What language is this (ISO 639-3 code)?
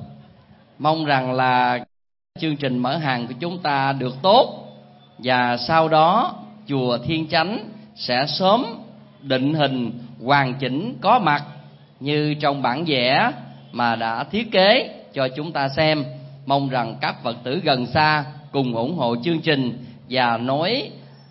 vie